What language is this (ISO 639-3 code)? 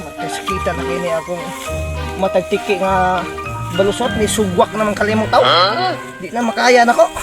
ceb